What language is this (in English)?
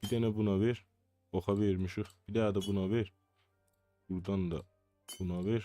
South Azerbaijani